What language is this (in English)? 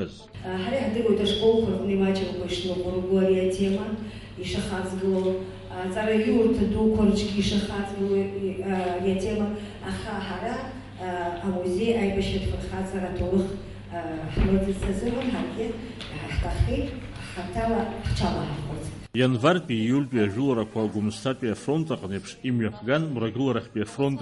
Abkhazian